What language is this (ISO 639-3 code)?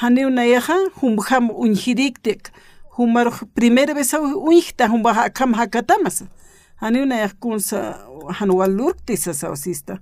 aym